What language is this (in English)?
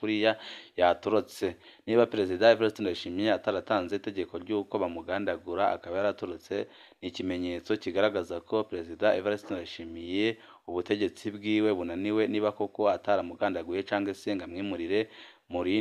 Rundi